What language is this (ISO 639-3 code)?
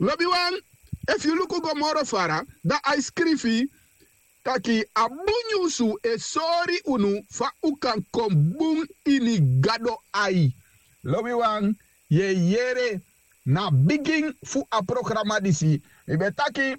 srn